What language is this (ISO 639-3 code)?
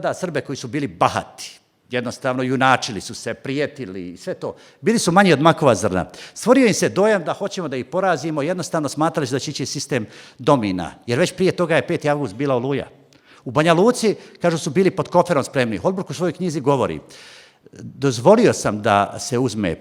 bos